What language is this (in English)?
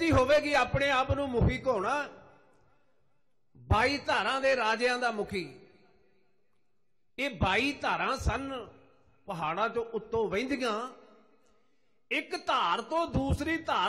Punjabi